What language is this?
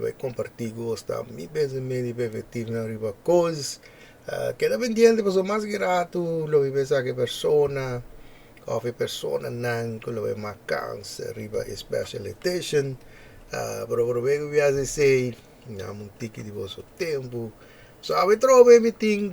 Papiamento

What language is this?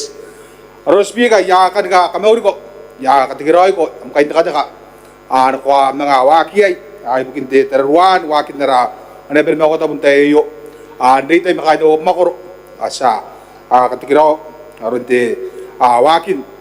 Gilbertese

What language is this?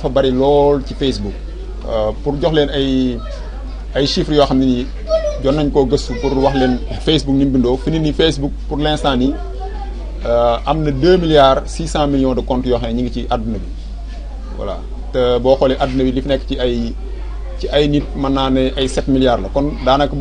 Wolof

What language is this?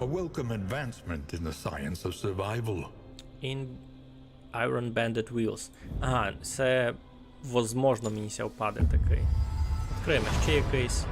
Rusyn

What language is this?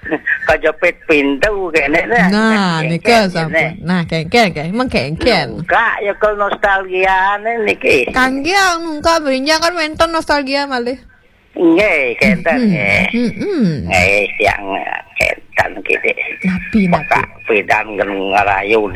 Balinese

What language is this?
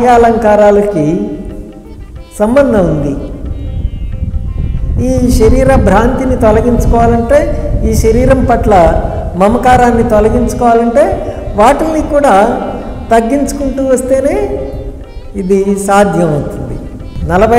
Telugu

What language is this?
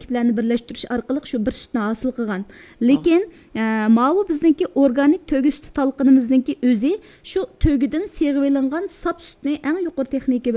Uyghur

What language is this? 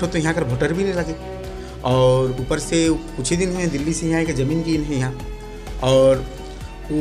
Sadri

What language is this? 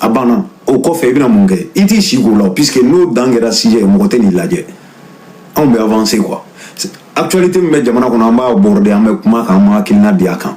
Bambara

